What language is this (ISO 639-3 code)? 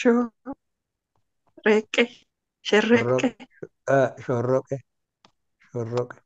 orm